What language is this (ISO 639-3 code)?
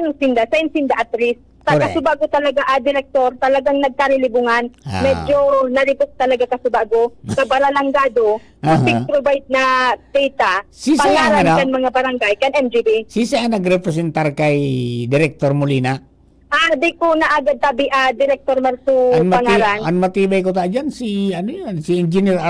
bik